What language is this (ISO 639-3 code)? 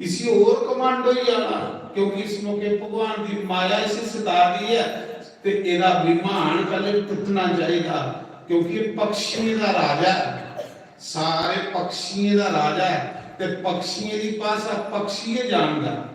doi